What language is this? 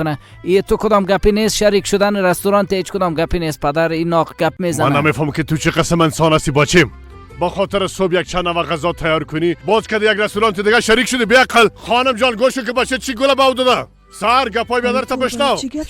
Persian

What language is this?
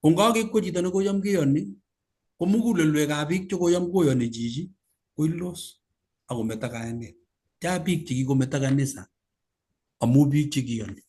Kalenjin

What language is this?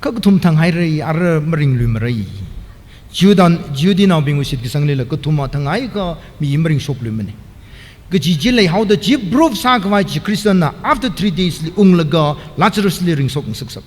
Tangkhul Naga (India)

